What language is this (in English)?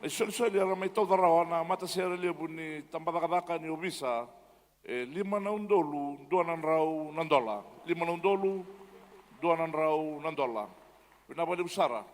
Fijian